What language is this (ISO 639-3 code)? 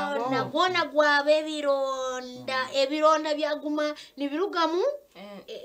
nyn